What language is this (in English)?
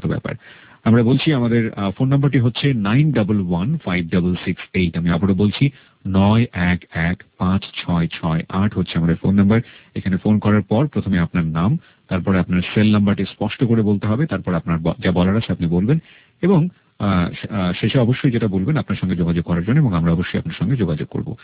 Bangla